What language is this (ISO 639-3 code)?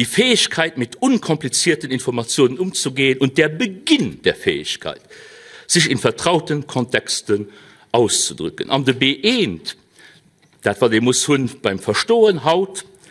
ltz